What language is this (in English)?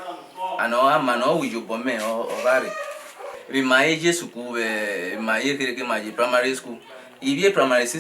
Bini